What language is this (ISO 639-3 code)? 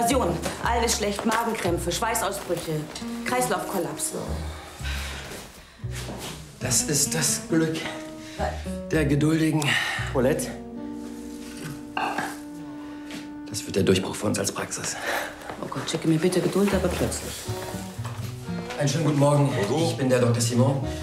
deu